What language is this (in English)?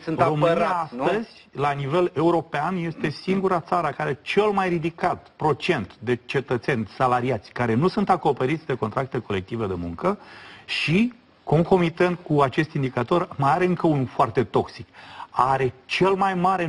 Romanian